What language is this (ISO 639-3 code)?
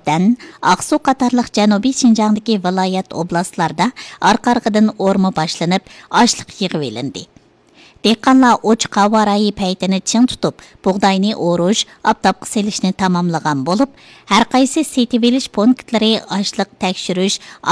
uig